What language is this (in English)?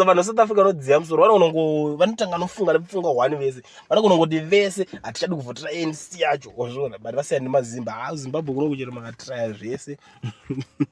Shona